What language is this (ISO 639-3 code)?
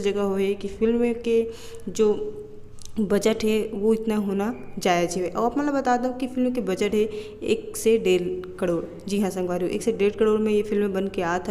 hne